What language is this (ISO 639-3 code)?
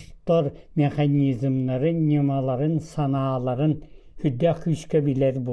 sah